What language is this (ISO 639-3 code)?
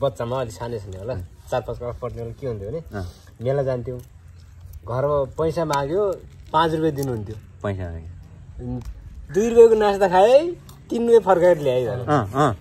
nep